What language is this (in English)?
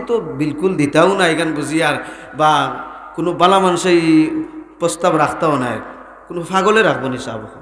Sylheti